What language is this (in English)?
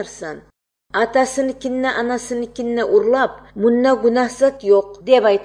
Kyrgyz